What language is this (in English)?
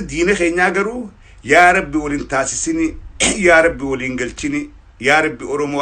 Oromo